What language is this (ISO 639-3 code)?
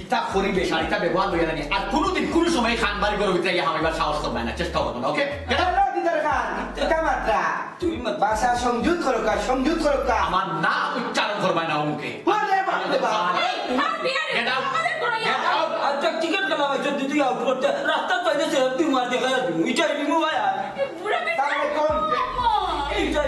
syl